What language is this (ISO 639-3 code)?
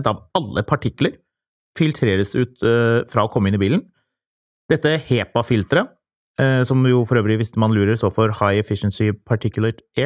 nor